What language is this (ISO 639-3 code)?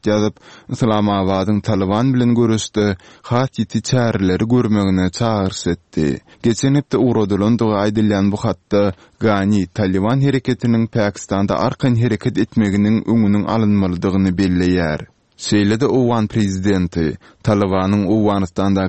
tuk